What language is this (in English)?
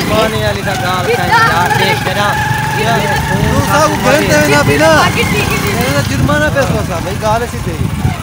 Saraiki